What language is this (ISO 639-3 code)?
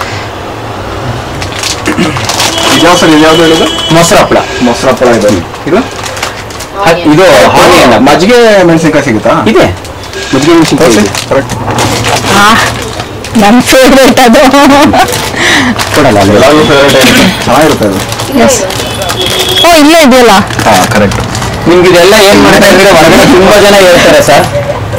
kan